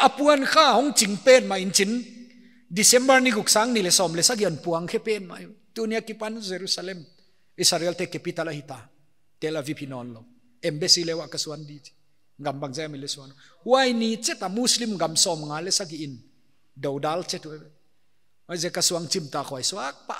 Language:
Paite Chin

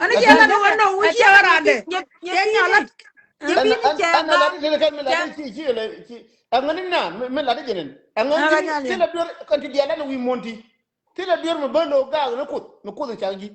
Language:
Nuer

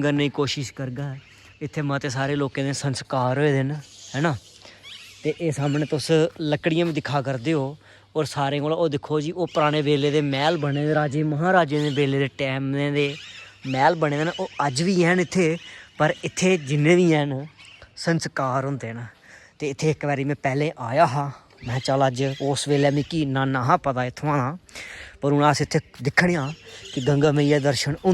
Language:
Dogri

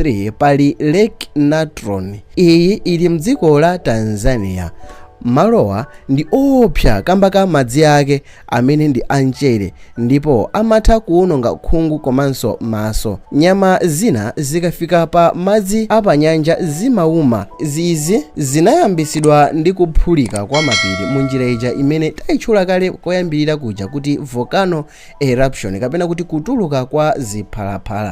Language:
Nyanja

